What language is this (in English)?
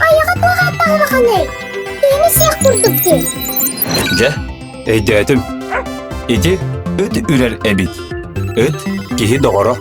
Yakut